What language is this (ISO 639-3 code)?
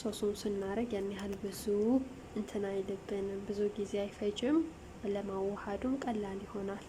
amh